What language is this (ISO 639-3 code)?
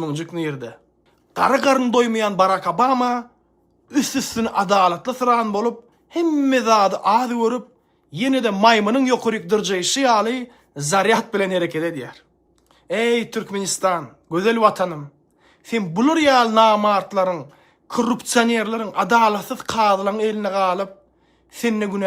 tuk